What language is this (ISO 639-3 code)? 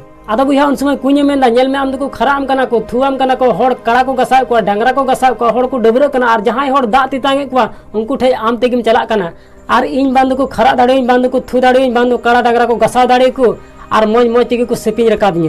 sat